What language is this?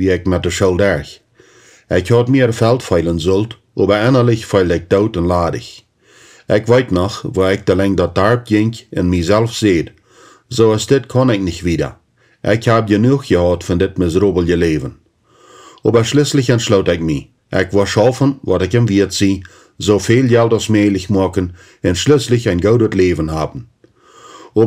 Plautdietsch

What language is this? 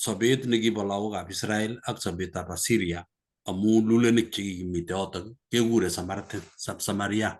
Kalenjin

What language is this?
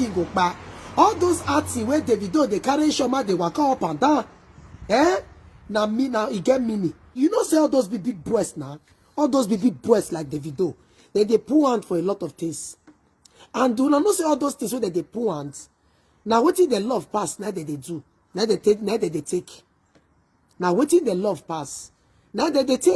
Nigerian Pidgin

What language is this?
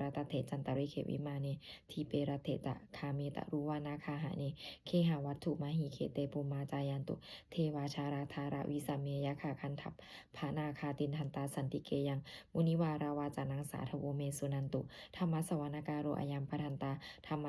Pali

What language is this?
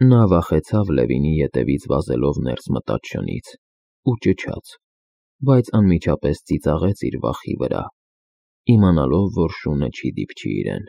Armenian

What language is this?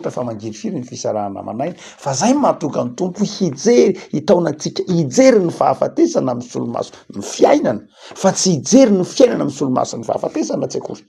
Malagasy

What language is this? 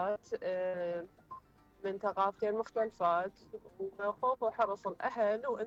Mesopotamian Arabic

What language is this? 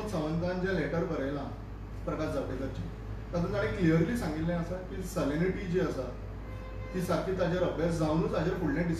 Konkani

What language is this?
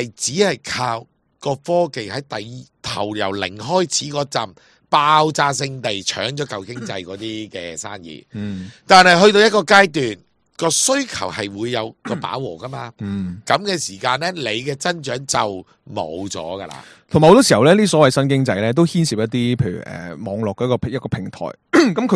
Cantonese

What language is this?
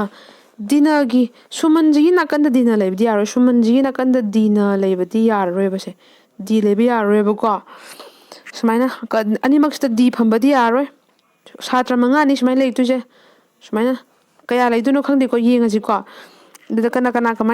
Manipuri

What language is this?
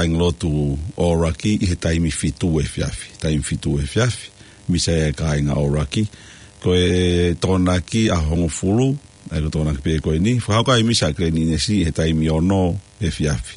Tongan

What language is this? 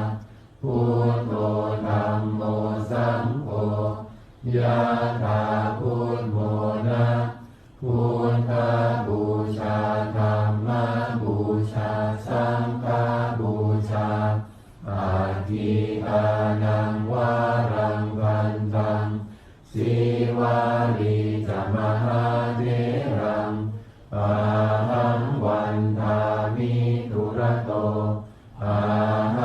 Pali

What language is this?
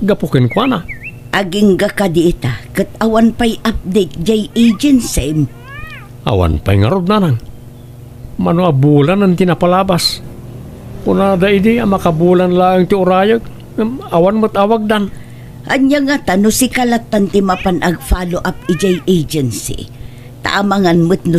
Iloko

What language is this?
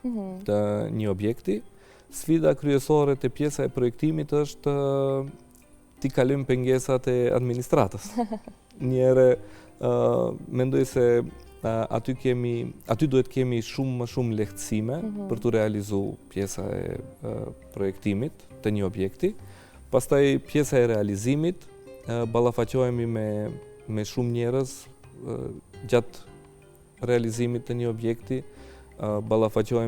Albanian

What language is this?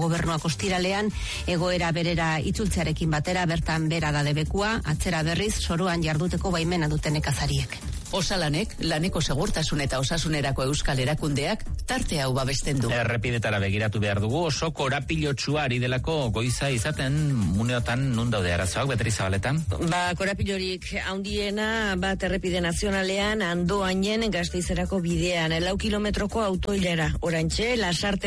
Basque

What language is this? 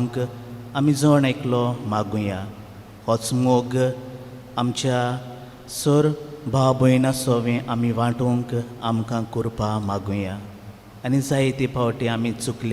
Konkani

